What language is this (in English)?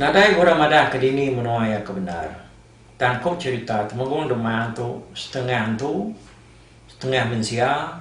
Iban